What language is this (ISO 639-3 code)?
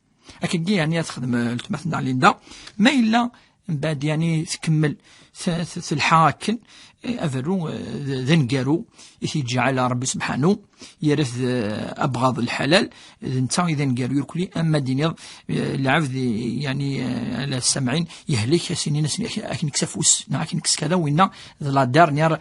kab